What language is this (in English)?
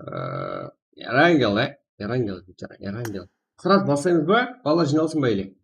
Kara-Kalpak